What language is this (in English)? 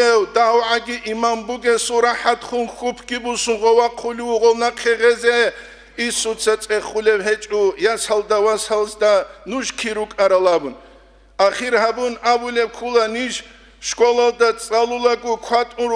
Avaric